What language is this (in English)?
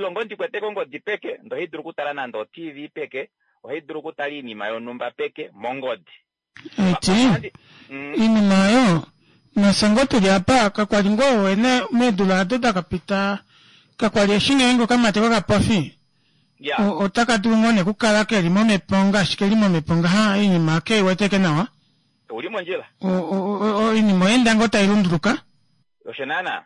Kuanyama